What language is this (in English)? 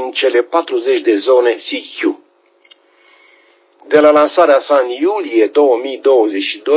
Romanian